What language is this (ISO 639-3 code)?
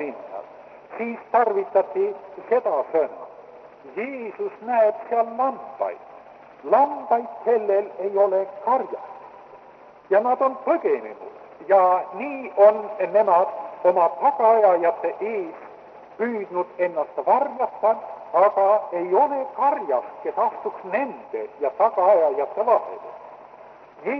est